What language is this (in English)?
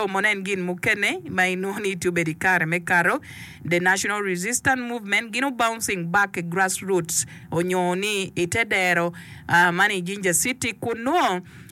Acoli